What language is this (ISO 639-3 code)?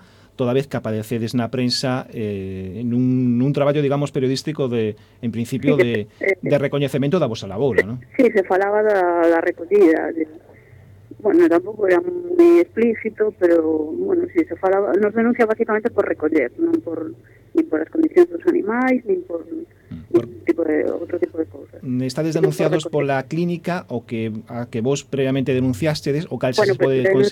glg